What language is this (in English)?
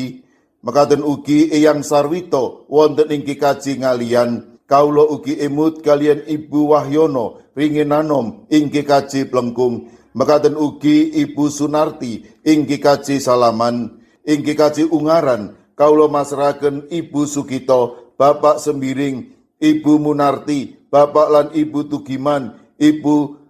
Javanese